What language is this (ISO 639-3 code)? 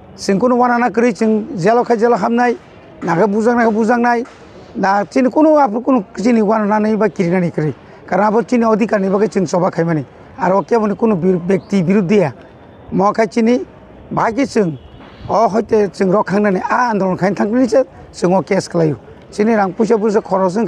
trp